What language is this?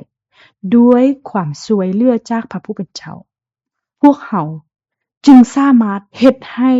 Lao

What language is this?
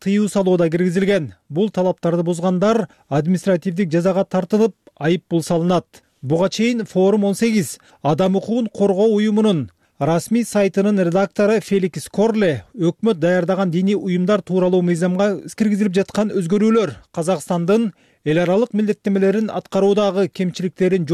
Kyrgyz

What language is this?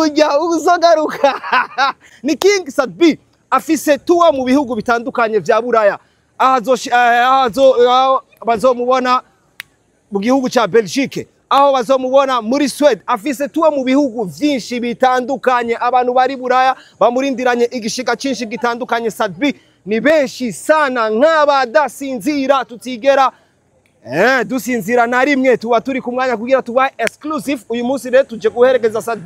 Rundi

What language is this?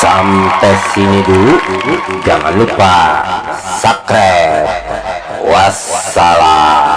Betawi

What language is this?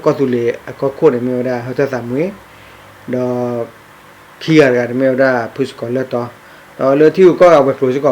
S'gaw Karen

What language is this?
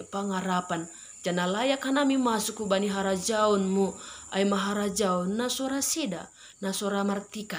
Batak Simalungun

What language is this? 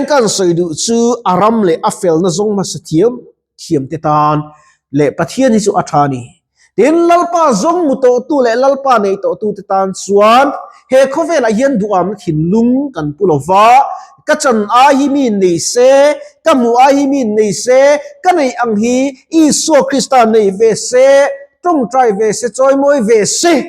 Mizo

